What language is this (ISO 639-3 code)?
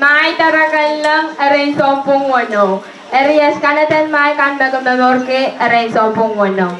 pon